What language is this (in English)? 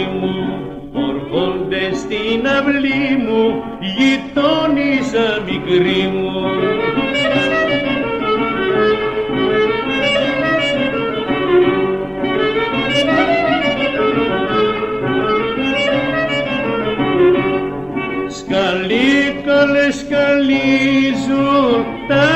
Greek